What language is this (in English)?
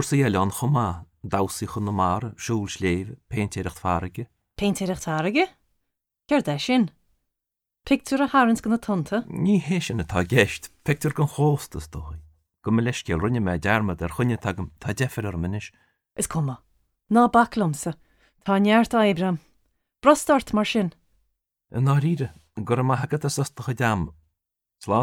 Irish